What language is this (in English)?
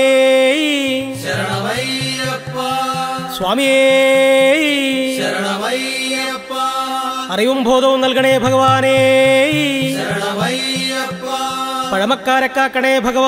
Malayalam